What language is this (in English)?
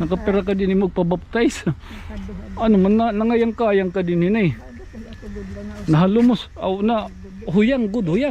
Waray